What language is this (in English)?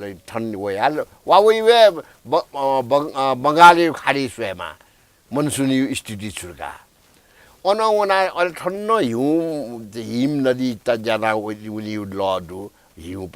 Newari